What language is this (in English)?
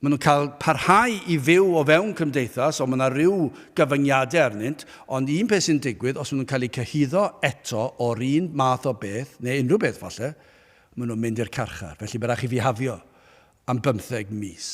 Welsh